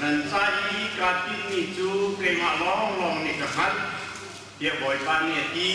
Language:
Hakha Chin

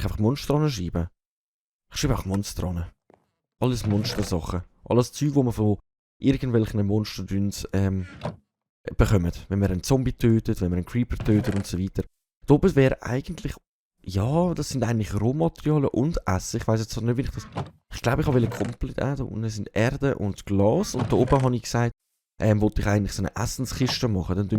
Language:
Swiss German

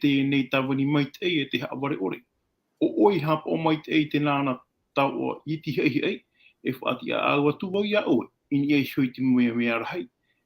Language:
Tahitian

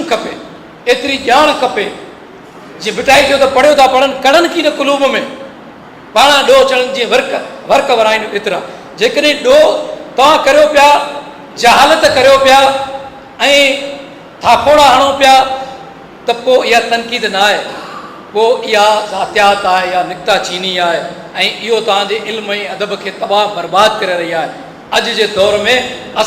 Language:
Sindhi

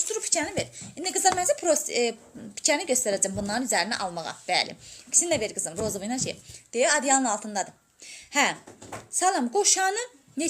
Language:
Azerbaijani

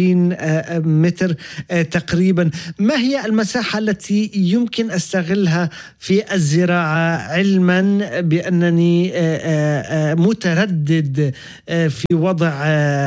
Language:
Arabic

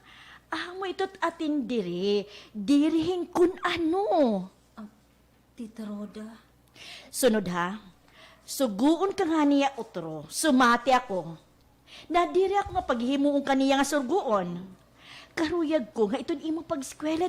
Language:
Waray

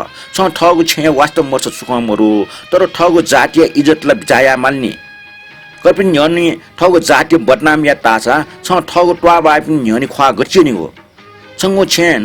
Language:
Newari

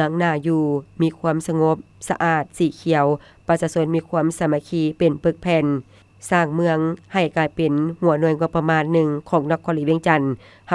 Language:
Lao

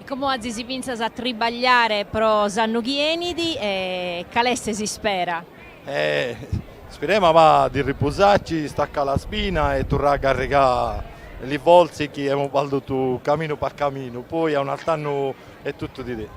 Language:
Sardinian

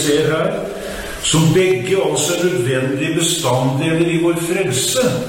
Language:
Norwegian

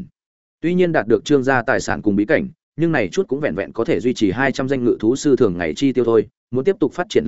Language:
Vietnamese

